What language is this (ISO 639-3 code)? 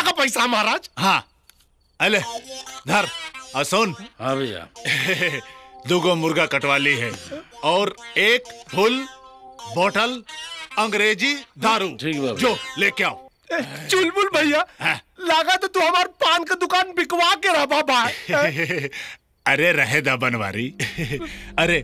bho